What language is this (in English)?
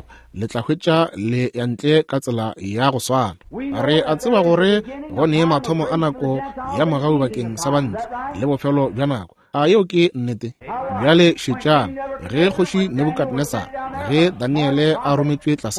Northern Sotho